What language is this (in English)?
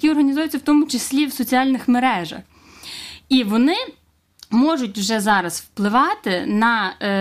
Ukrainian